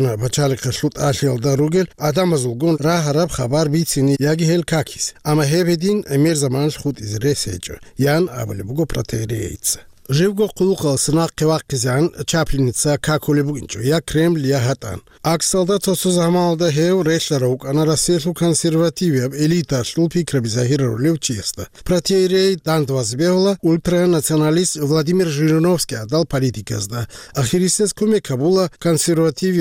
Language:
Avaric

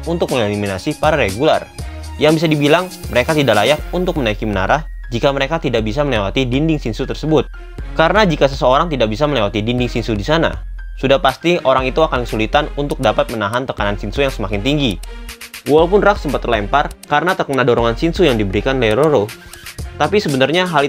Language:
Indonesian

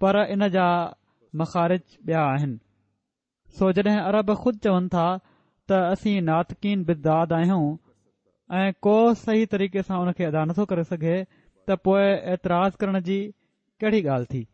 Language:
Sindhi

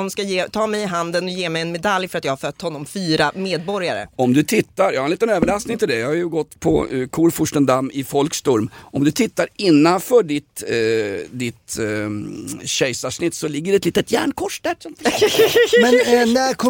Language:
Swedish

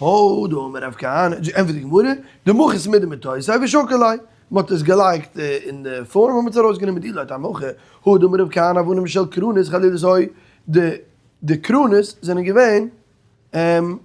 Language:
Yiddish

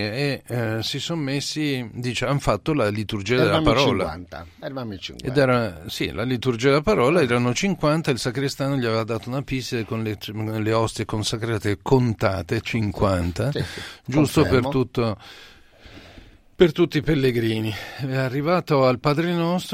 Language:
Italian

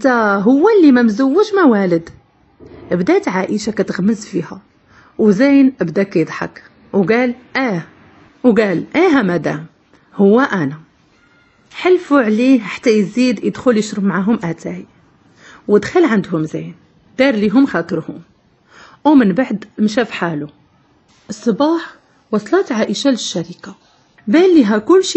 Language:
Moroccan Arabic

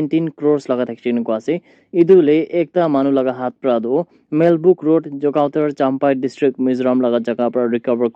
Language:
Naga Pidgin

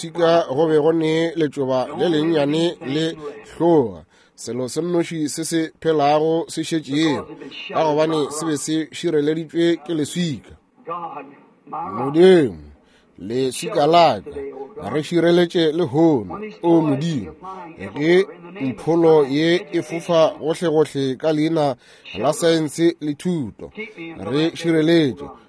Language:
Northern Sotho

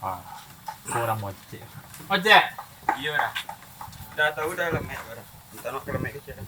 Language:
Minangkabau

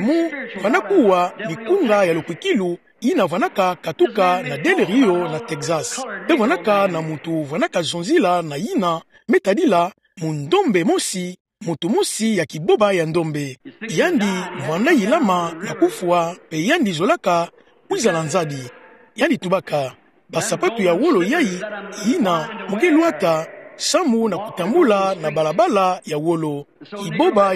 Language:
Kituba (Democratic Republic of Congo)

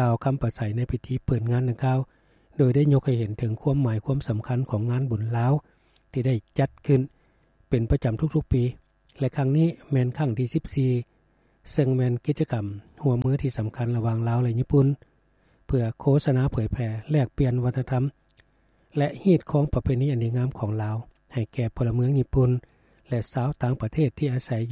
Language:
Lao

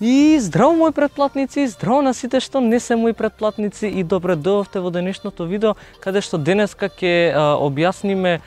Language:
Macedonian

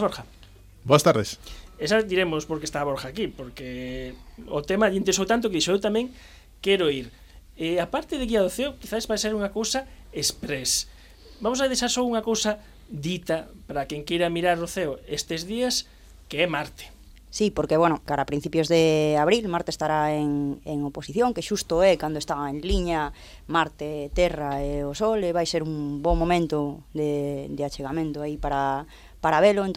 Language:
Galician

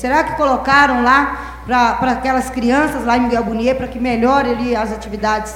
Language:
Portuguese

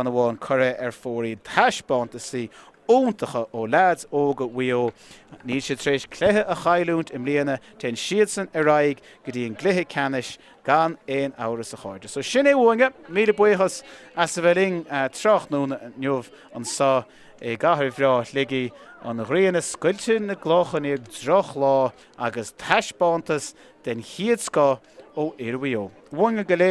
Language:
Irish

